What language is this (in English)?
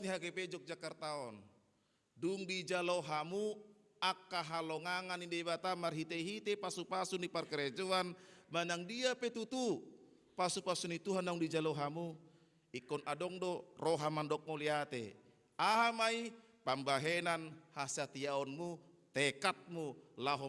Batak Toba